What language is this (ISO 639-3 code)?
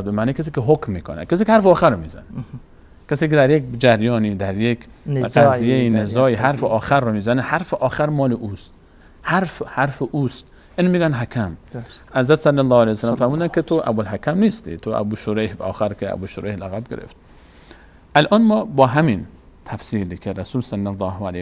fas